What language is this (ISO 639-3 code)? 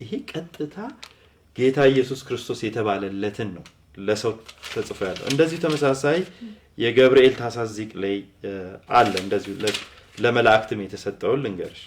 amh